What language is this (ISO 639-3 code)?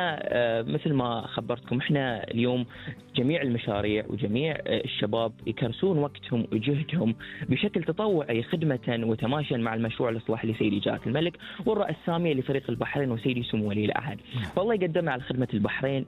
afb